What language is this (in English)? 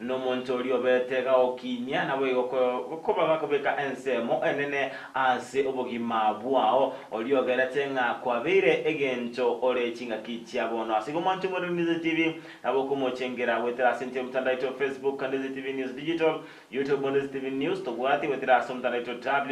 Gusii